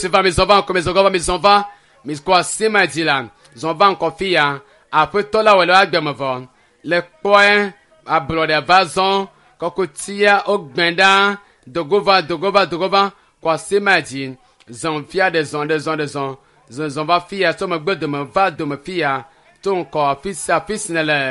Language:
Ewe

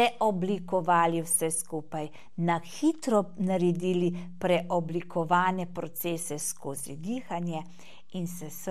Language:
Slovenian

